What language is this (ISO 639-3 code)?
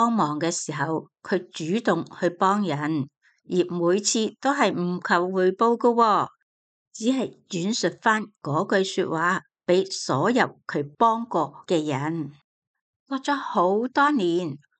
yue